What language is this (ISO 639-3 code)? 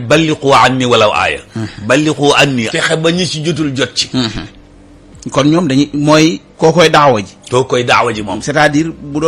wol